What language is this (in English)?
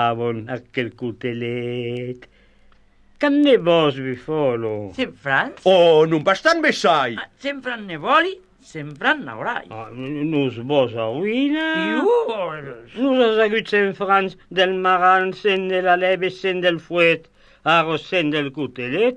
Occitan